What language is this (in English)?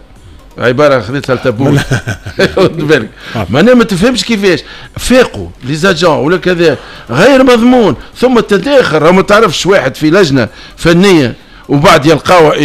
Tunisian Arabic